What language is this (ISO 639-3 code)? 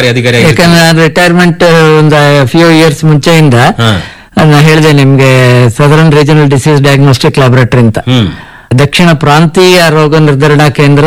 kan